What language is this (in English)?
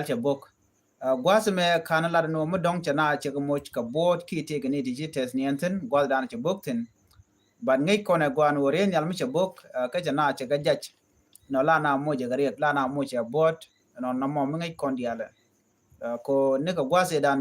Nuer